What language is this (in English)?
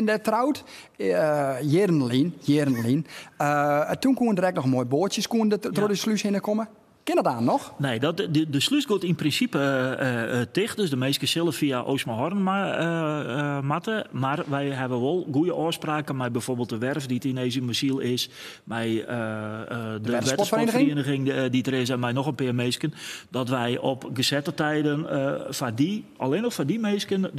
Western Frisian